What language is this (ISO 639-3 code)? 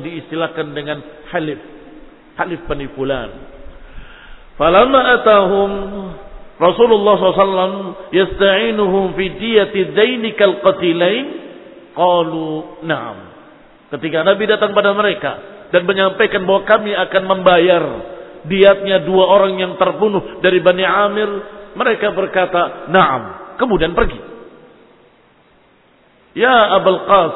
ind